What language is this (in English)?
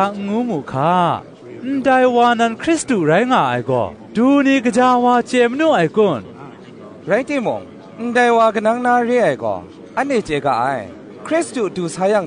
Kachin